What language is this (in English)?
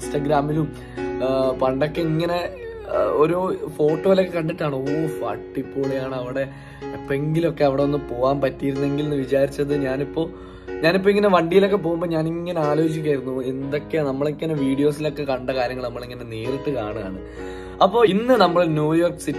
Malayalam